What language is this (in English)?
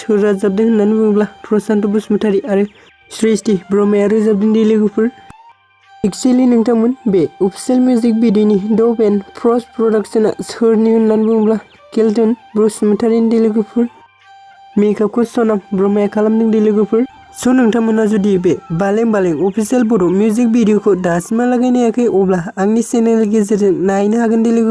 Bodo